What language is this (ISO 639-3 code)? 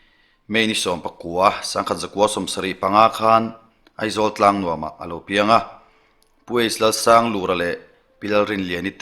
lus